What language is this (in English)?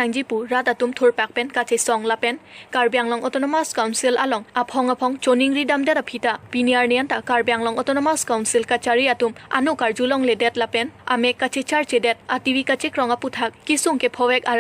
Karbi